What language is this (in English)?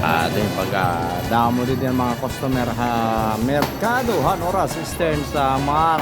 Waray